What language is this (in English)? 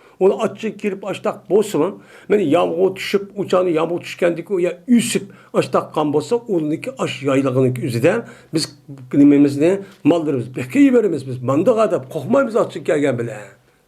Uyghur